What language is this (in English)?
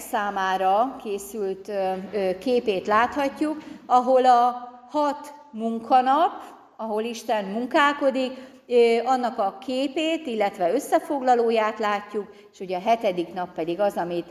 Hungarian